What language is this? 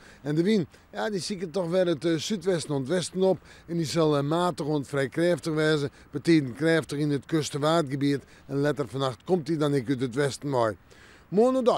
Western Frisian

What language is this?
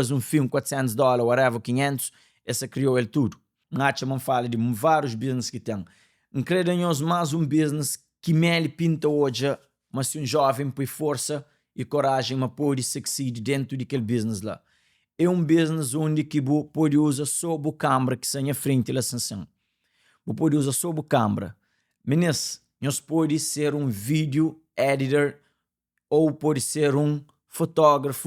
Kabuverdianu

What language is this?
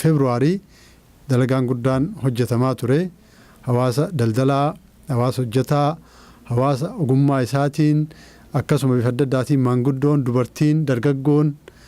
Oromo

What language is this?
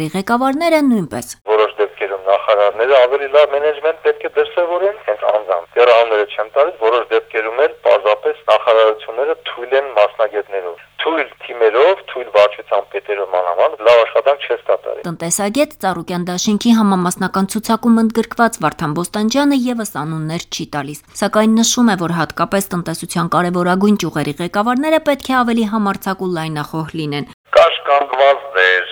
Armenian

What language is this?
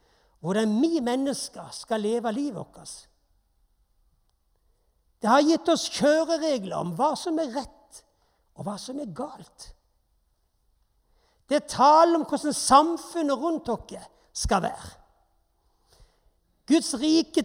Norwegian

